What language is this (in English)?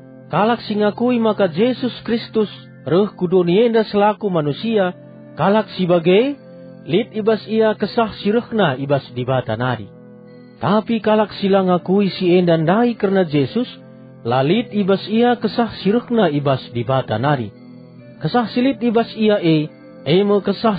Batak Karo